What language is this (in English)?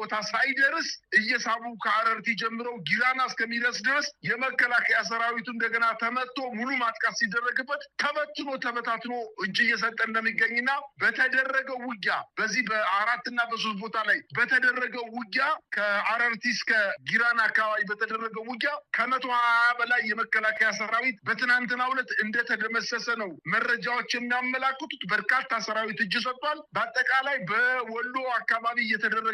Amharic